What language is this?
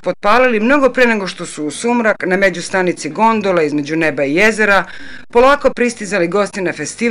Serbian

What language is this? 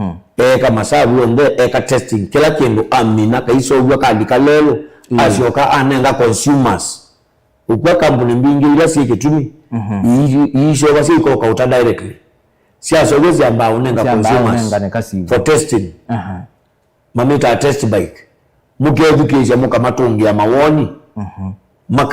Kamba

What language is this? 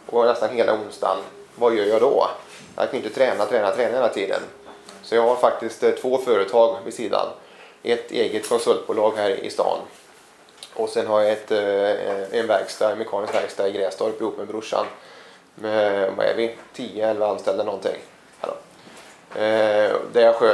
Swedish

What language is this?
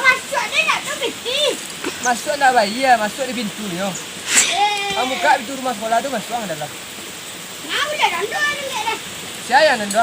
Minangkabau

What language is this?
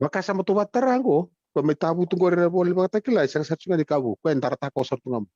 Fijian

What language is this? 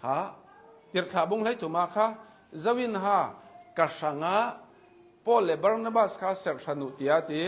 Hakha Chin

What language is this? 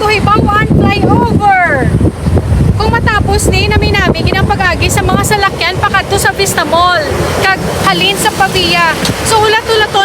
Hiligaynon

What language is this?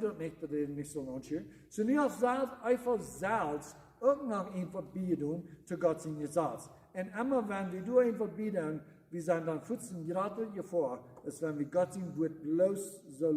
Plautdietsch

